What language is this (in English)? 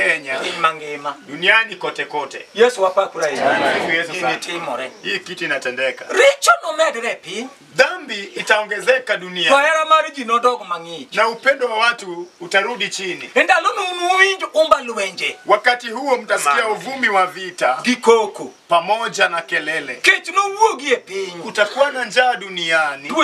Luo (Kenya and Tanzania)